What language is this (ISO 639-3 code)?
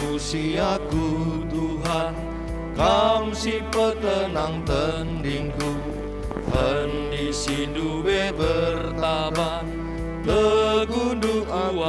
btx